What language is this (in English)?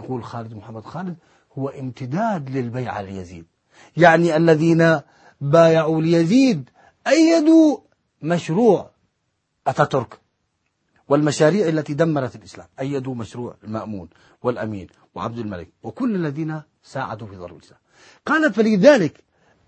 Arabic